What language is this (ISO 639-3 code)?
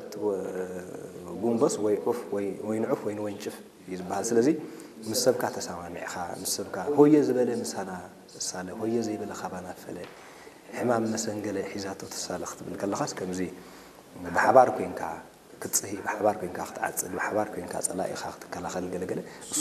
tir